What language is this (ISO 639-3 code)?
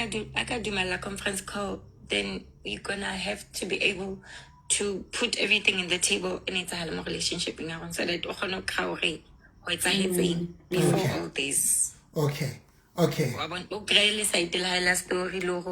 sot